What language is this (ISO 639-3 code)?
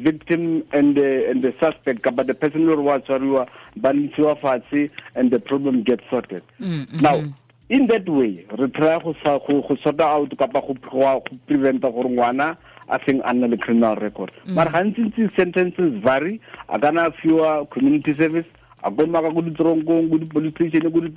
tsn